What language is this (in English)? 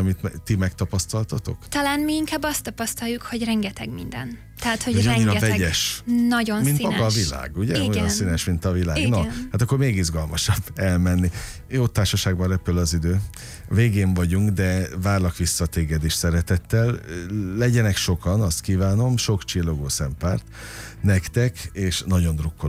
Hungarian